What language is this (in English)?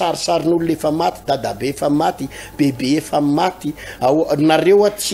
Malagasy